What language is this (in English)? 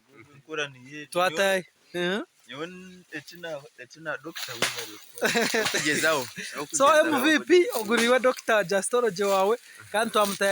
Nyankole